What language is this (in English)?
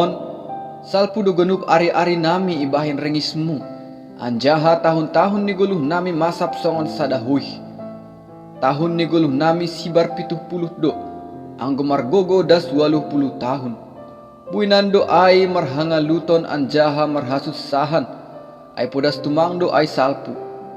Batak Simalungun